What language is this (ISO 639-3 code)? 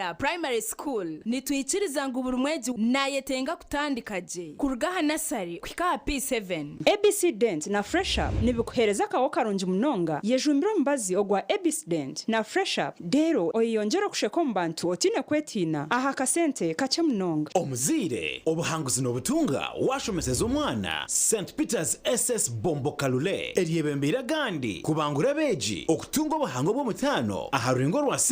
nyn